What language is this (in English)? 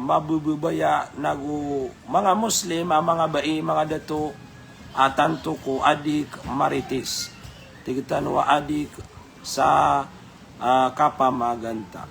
Maranao